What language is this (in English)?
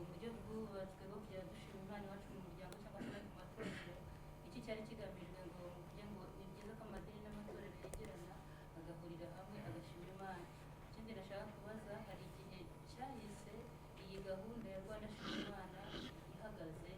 Kinyarwanda